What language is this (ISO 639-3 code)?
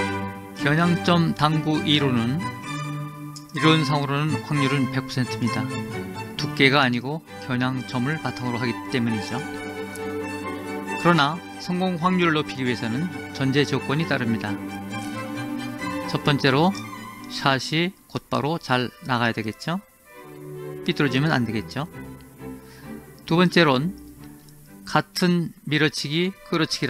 kor